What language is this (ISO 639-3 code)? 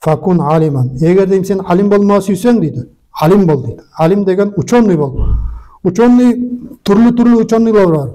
nog